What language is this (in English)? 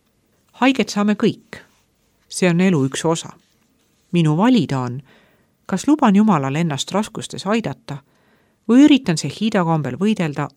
Estonian